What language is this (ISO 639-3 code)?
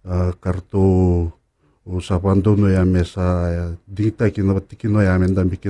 fij